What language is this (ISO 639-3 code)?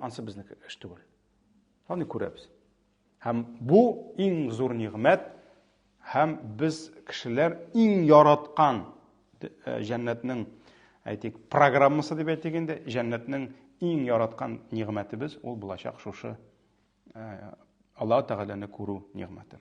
tat